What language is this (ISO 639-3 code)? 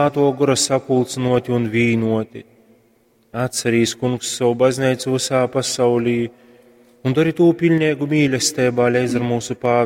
ltg